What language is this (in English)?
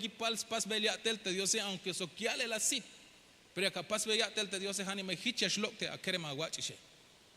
Tzeltal